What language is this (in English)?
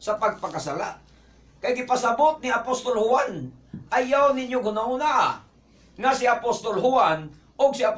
Cebuano